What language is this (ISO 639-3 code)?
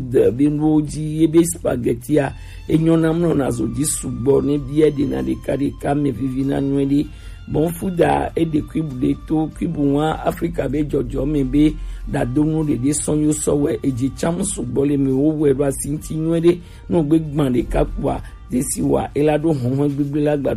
gej